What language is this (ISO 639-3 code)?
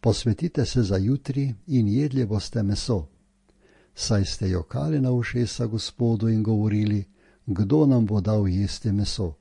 slv